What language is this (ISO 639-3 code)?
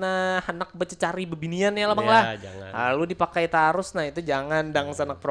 bjn